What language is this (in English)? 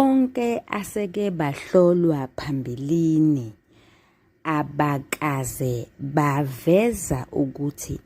Zulu